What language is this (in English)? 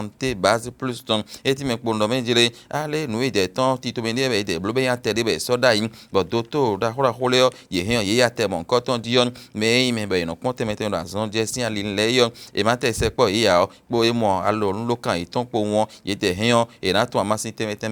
Fon